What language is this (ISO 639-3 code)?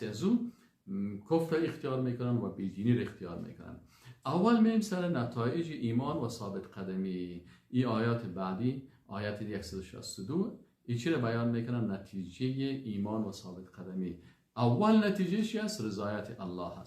fas